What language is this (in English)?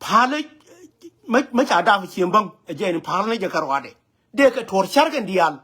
Nuer